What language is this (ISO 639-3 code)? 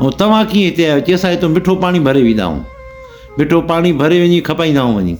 snd